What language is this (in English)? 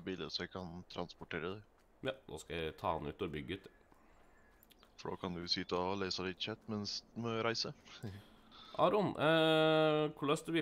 Norwegian